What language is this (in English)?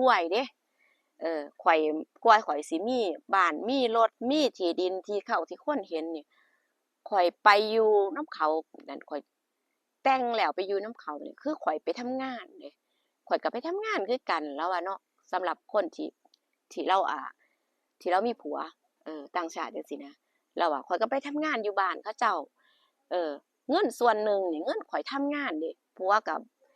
Northeastern Thai